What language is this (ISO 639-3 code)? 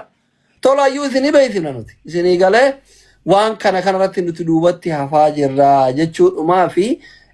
orm